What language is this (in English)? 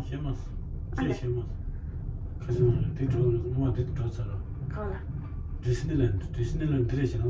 Tibetan